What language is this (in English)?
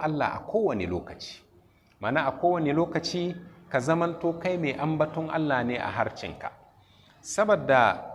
Hausa